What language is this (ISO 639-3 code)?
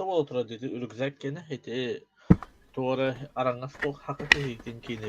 sah